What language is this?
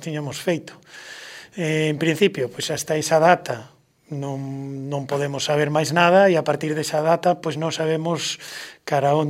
Galician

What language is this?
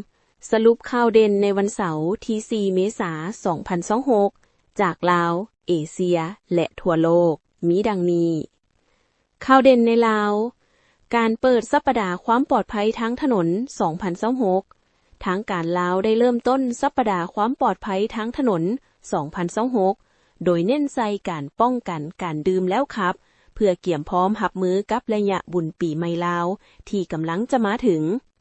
Lao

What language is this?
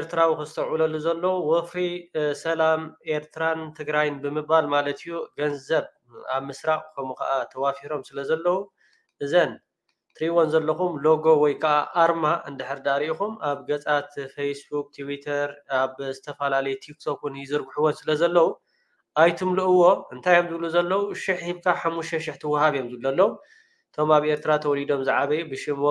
Tigrinya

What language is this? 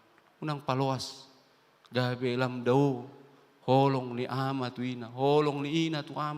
Batak Toba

